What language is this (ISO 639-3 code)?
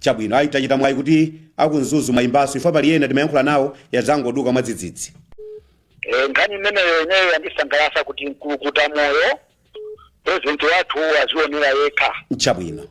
nya